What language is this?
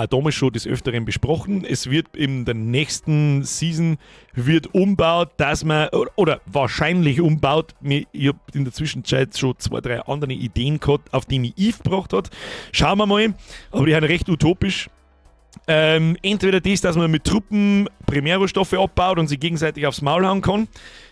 Bavarian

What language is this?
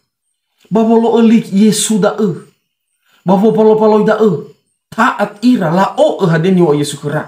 Nias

